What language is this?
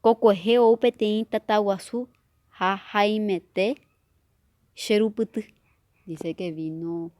Guarani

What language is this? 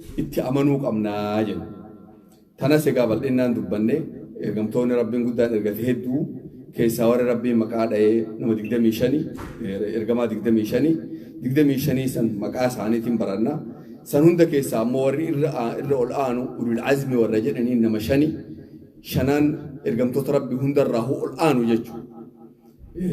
Oromo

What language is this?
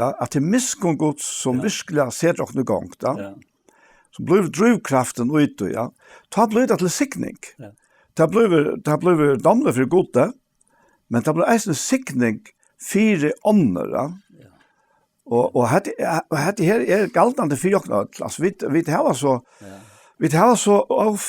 Faroese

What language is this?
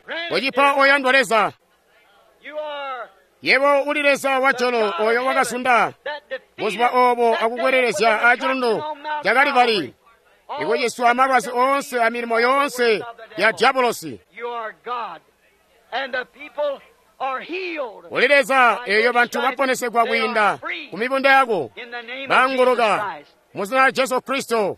Tonga (Zambia)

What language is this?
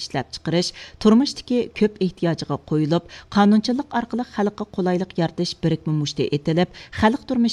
Uyghur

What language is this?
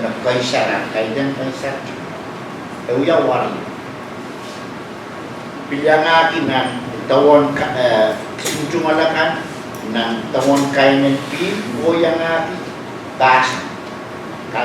Pohnpeian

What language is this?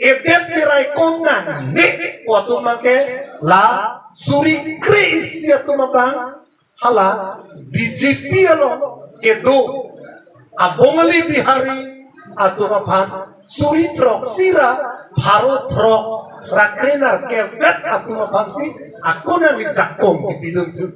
Karbi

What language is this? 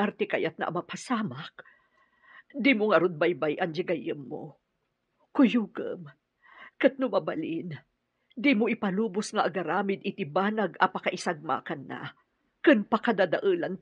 Iloko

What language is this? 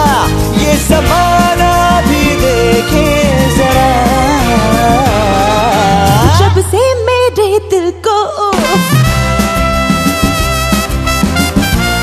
Hindi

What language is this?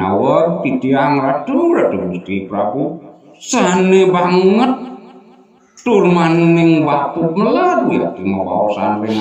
Balinese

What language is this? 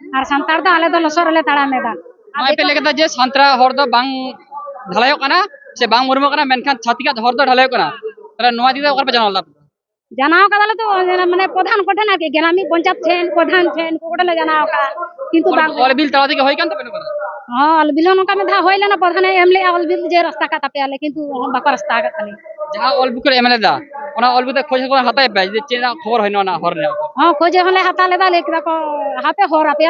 Santali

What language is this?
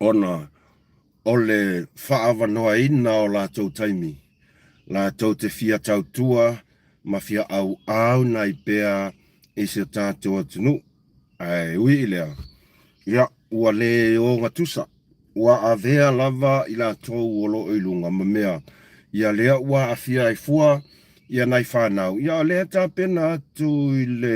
Samoan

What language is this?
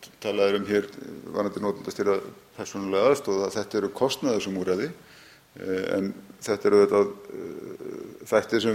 Icelandic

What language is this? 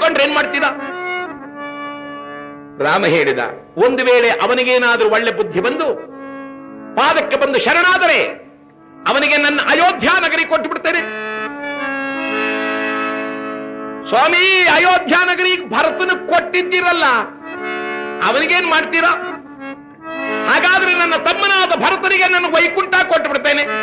Kannada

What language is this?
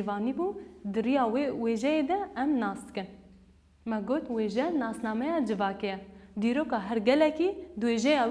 Kurdish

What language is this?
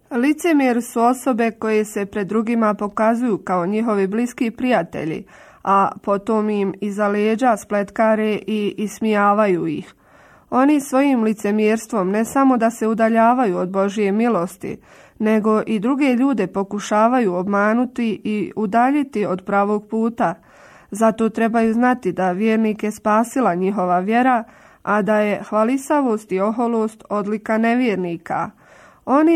Bosnian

